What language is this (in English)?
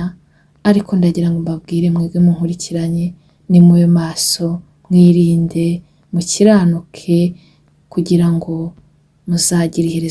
Kinyarwanda